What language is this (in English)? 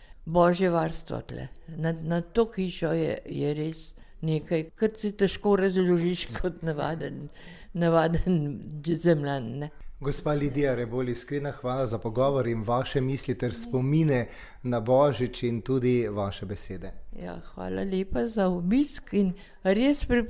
Slovenian